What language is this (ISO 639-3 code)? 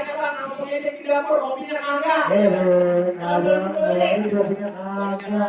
bew